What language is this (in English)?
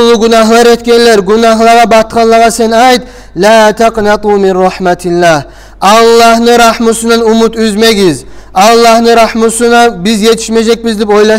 Kumyk